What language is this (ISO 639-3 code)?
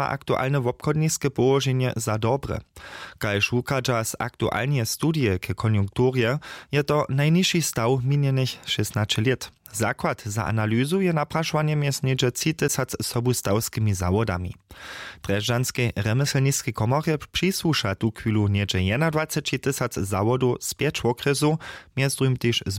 hsb